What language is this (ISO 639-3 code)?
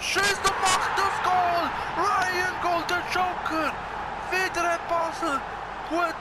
gsw